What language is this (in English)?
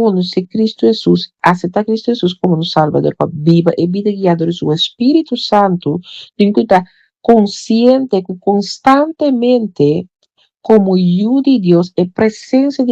Papiamento